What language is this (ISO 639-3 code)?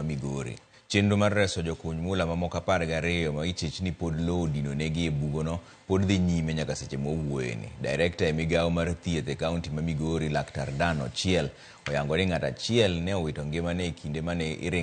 luo